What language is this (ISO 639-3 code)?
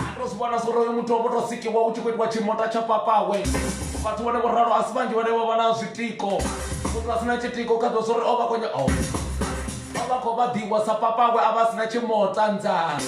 ven